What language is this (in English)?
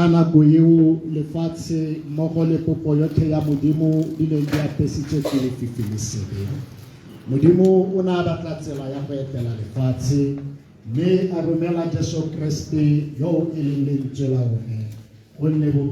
Tswana